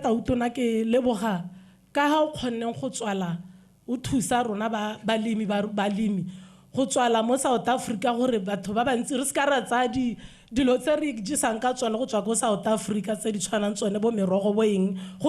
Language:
Tswana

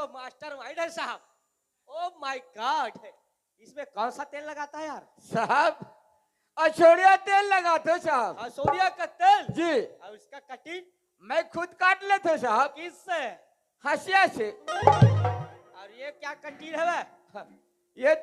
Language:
Chhattisgarhi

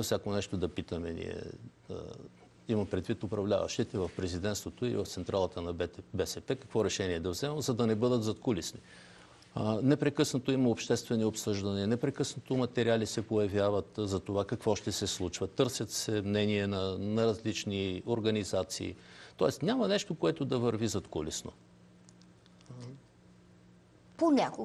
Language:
Bulgarian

